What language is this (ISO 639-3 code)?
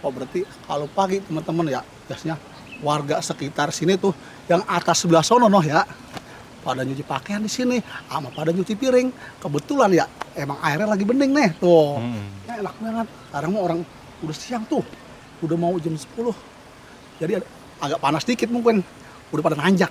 bew